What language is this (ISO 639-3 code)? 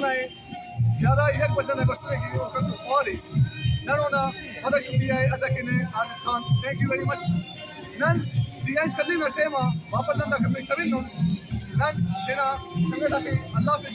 brh